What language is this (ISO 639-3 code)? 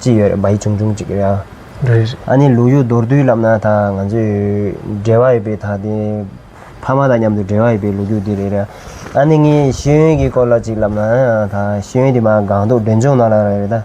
bod